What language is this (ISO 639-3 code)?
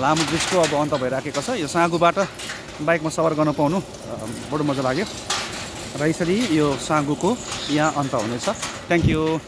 nep